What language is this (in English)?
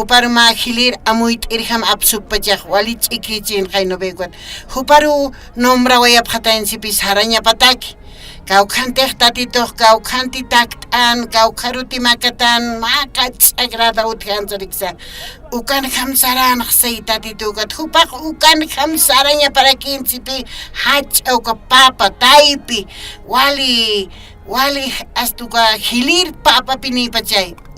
Aymara